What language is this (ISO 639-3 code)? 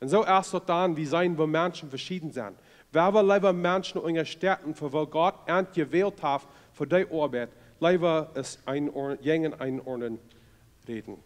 pdt